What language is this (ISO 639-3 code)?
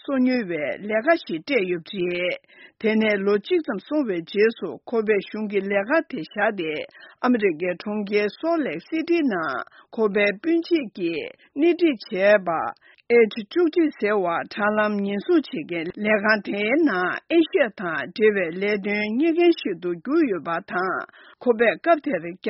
bod